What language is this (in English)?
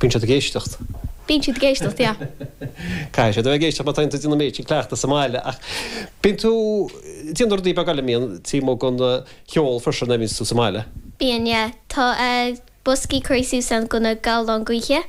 Irish